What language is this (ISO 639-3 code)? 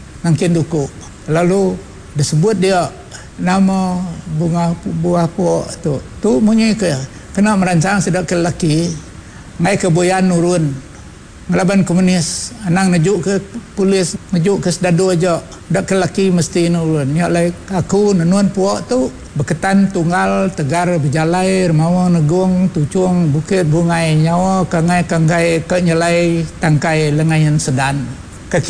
iba